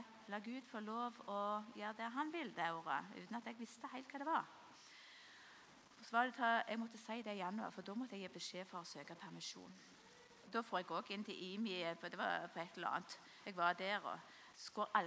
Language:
Norwegian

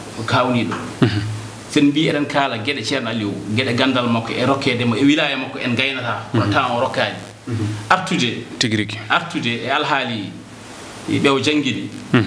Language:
Fula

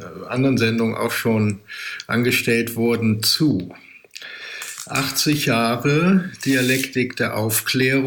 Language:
German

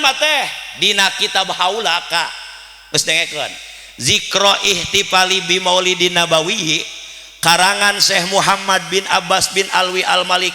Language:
Sundanese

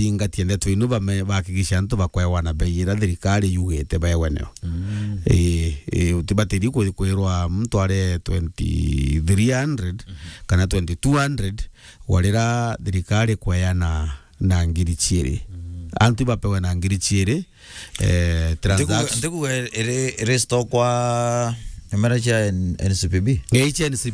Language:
Meru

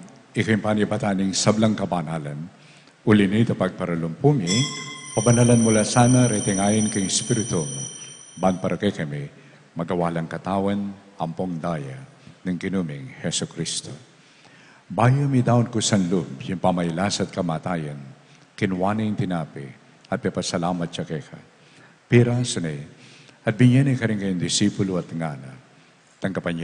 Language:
Pampanga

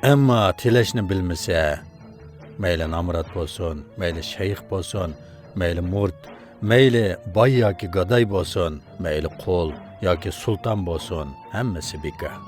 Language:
Uyghur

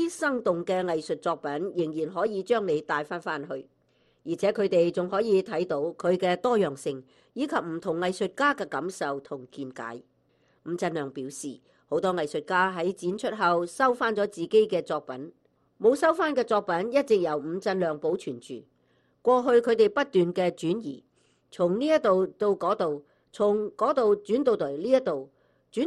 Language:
Cantonese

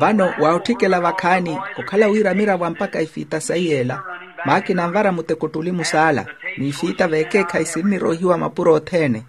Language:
Makhuwa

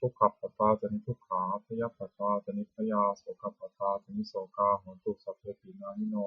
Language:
Pali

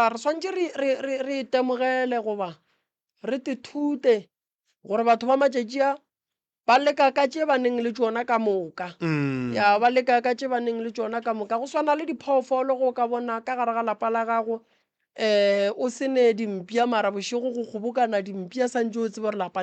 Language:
Northern Sotho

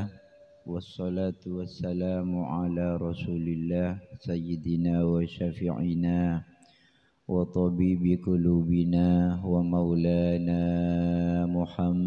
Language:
Madurese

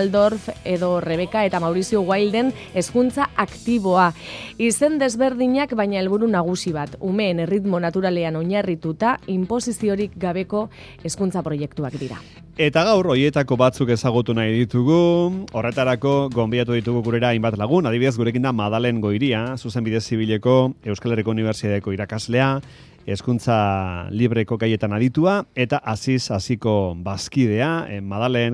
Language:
Basque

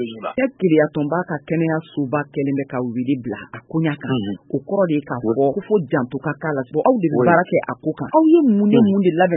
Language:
Bambara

